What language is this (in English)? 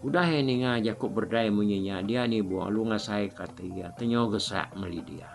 Iban